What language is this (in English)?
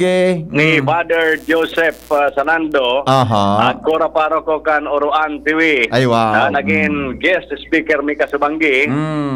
Bikol